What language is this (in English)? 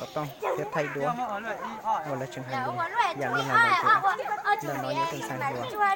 Hmong